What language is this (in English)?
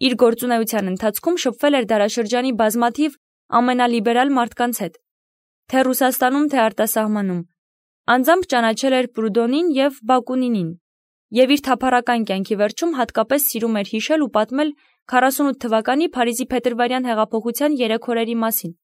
Armenian